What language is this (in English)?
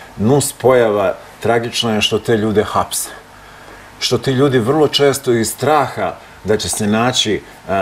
Serbian